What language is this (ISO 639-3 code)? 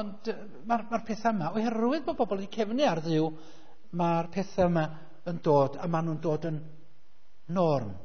cym